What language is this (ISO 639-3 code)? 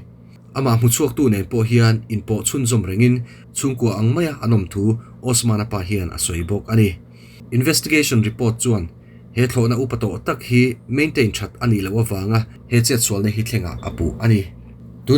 lus